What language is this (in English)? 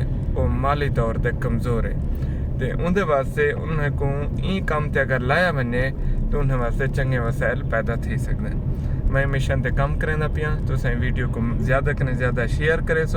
Saraiki